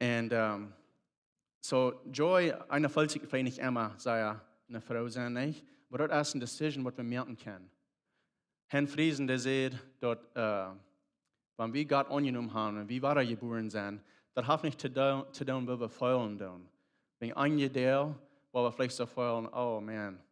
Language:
Plautdietsch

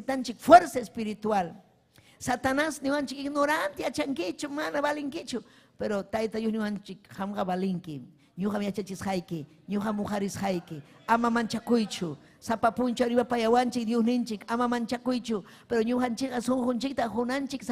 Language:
Ayacucho Quechua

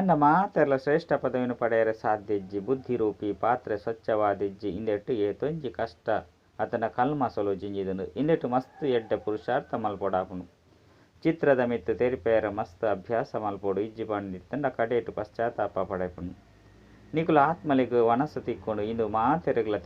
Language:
Tulu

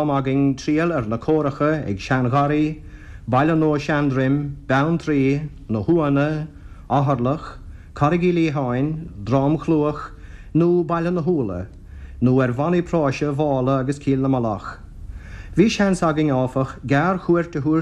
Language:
Irish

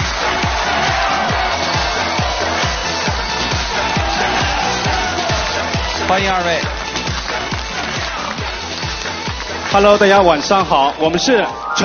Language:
Chinese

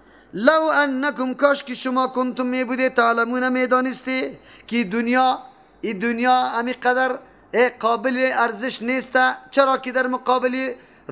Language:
Persian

